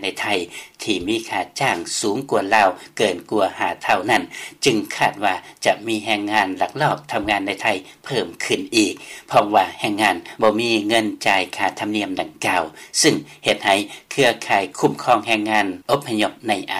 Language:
Lao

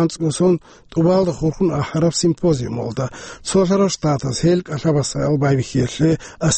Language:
Avaric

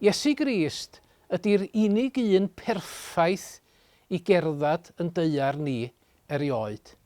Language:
Welsh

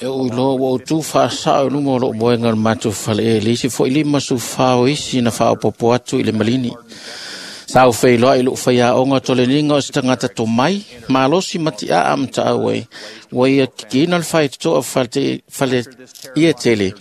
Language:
Samoan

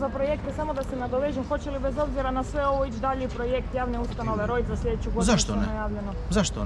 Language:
Croatian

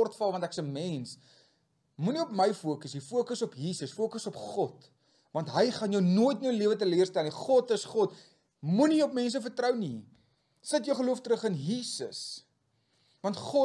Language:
Afrikaans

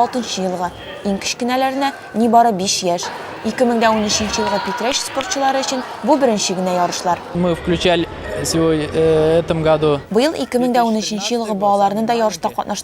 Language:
Tatar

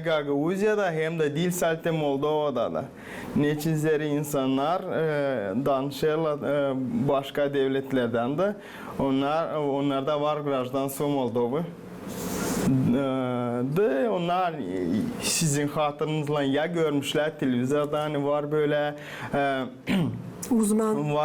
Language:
Gagauz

